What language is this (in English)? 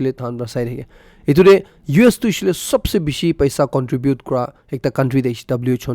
Naga Pidgin